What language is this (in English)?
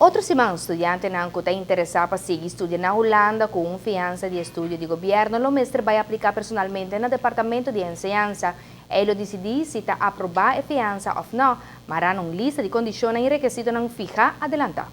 Papiamento